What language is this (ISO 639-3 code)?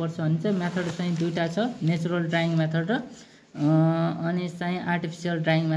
nep